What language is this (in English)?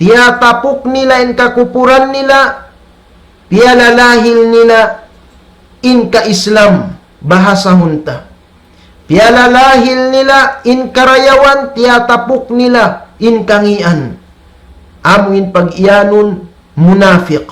Tausug